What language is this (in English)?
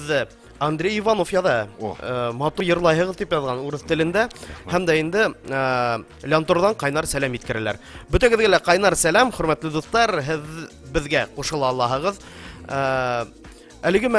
Bashkir